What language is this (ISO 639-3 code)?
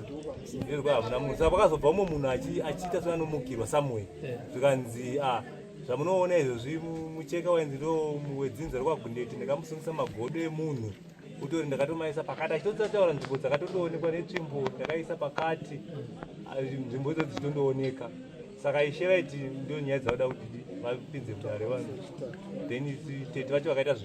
sna